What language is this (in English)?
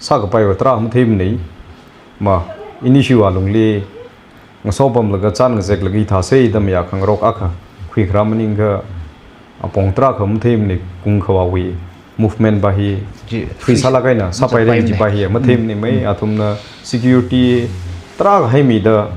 Tangkhul Naga (India)